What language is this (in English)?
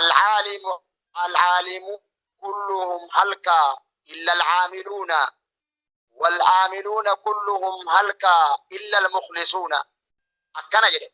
Oromo